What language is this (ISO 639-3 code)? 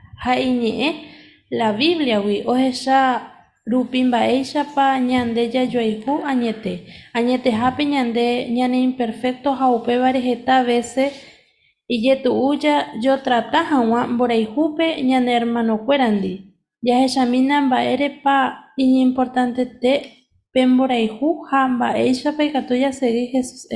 grn